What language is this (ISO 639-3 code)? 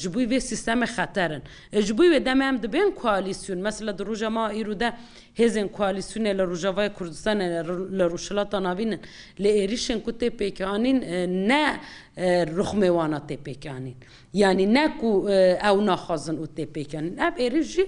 kur